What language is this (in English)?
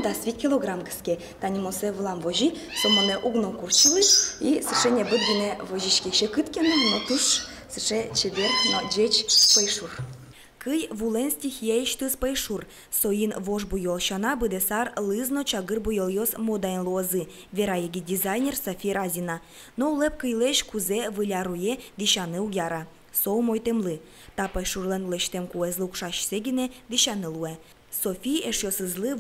Udmurt